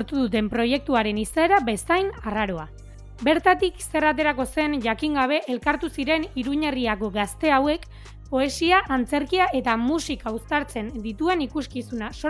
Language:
Basque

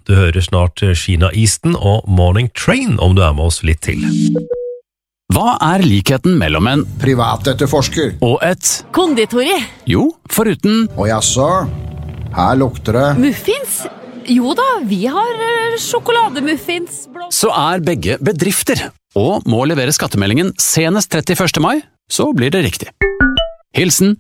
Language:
Norwegian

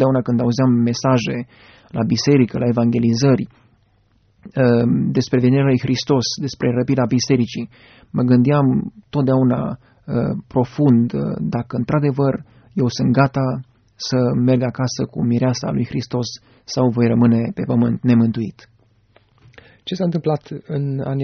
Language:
Romanian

